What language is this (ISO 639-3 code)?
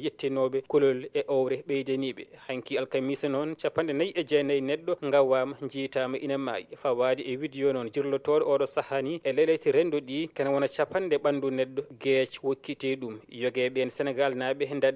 ful